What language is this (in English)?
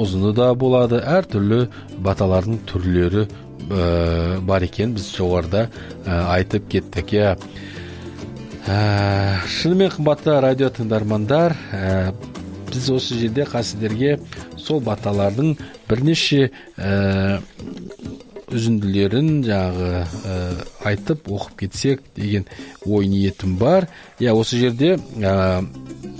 Kazakh